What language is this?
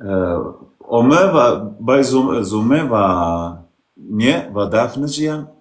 Zaza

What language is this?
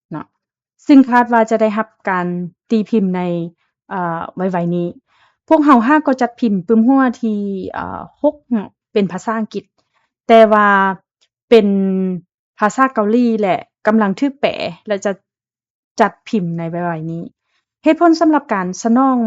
Lao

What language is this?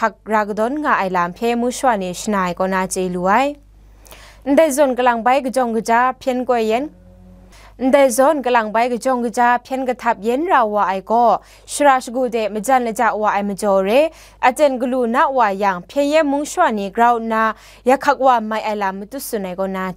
Kachin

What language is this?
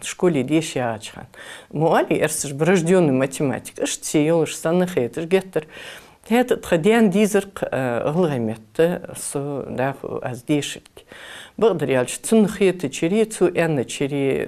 Ingush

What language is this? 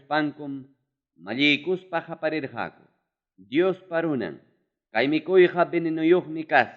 Ayacucho Quechua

